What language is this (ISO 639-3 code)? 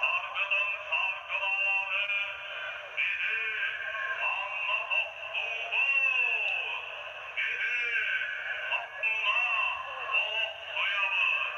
sah